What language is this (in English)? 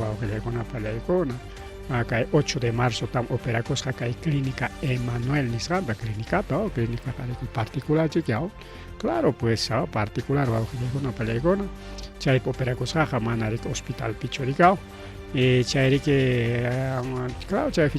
Ayacucho Quechua